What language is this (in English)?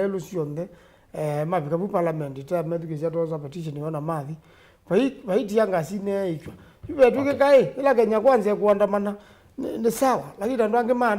Kamba